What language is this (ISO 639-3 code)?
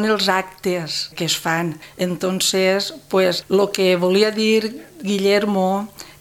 cat